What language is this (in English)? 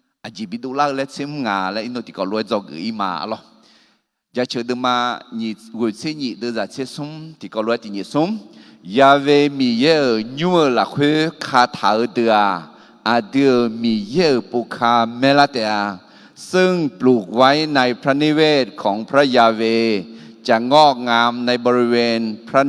Akha